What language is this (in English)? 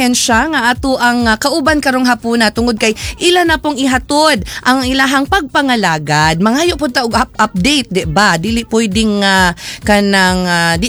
Cebuano